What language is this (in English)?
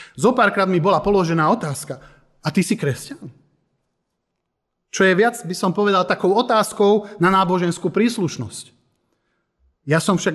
Slovak